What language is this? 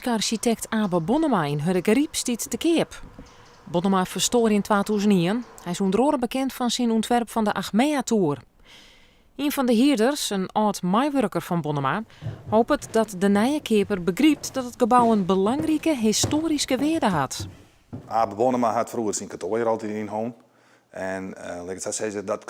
Western Frisian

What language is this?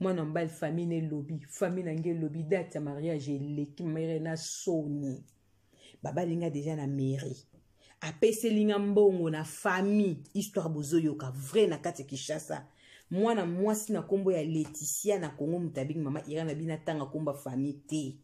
Lingala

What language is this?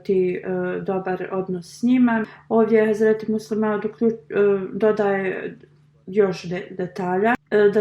Bosnian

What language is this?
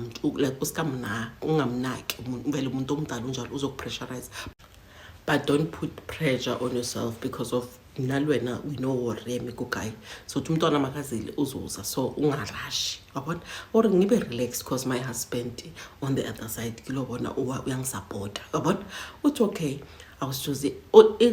Zulu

